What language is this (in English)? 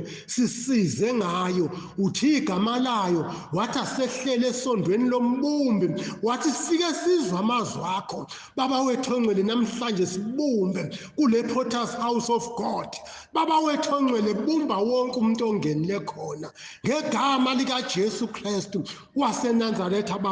Zulu